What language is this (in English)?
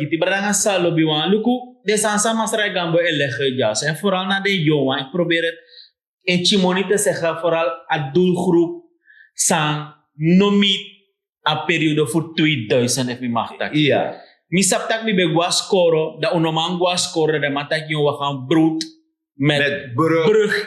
Sranan Tongo